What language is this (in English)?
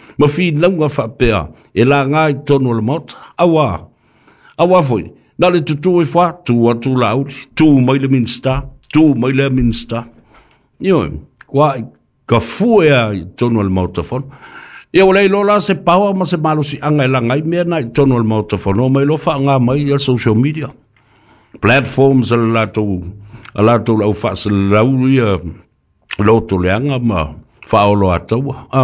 Samoan